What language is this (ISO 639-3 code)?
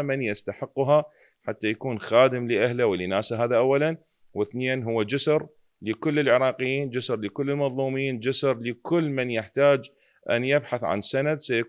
acm